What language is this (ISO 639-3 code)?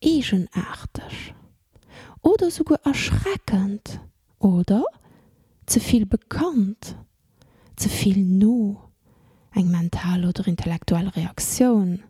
ltz